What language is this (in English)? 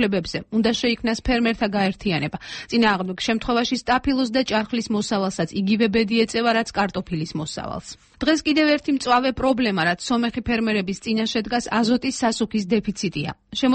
Georgian